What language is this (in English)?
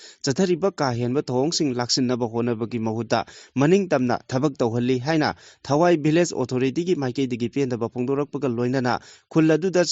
Manipuri